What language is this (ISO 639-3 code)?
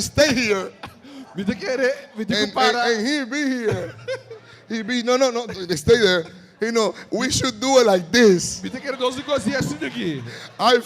pap